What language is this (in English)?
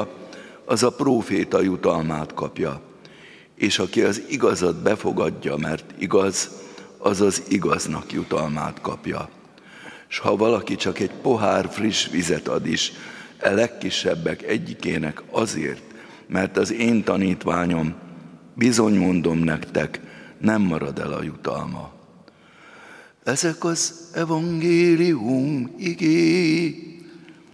Hungarian